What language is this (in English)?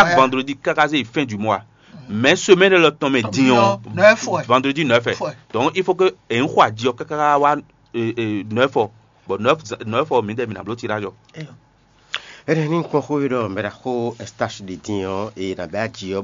Fon